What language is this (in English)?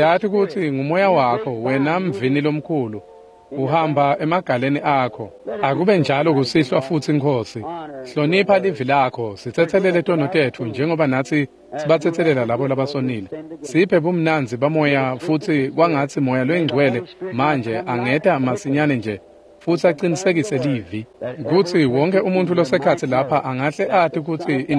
Swati